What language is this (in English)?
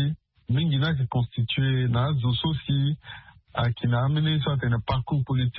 Sango